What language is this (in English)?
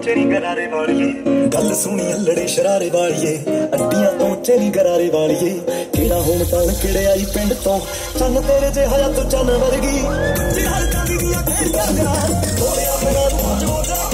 Punjabi